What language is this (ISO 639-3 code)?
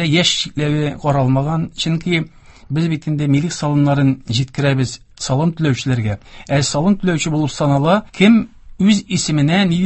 tat